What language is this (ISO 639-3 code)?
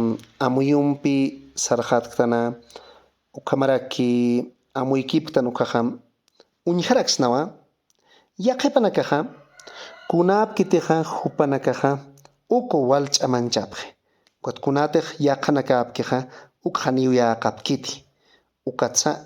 aym